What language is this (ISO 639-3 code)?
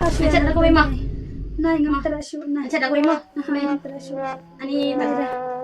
kha